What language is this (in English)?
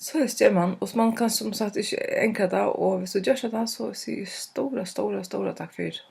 Faroese